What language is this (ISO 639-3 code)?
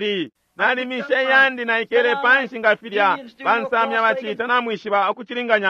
bem